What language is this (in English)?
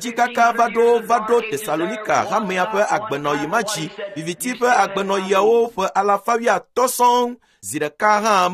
Ewe